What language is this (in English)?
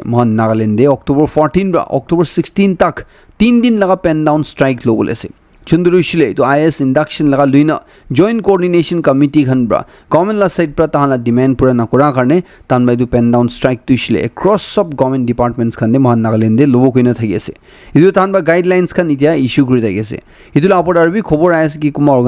Naga Pidgin